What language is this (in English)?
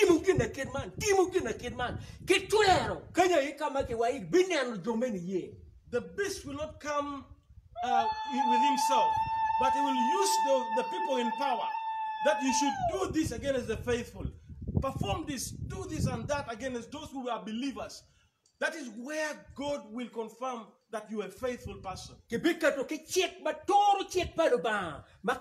Acoli